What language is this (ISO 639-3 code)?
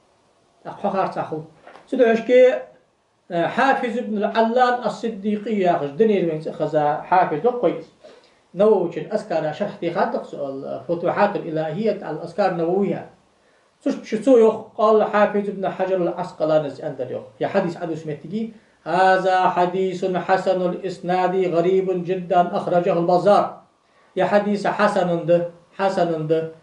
inh